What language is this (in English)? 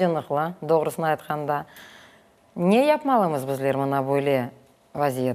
Crimean Tatar